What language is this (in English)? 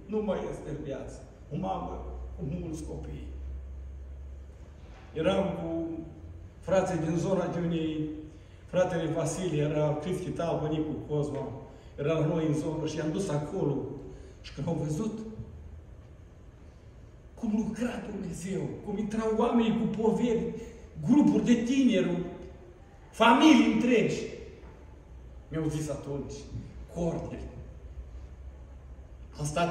Romanian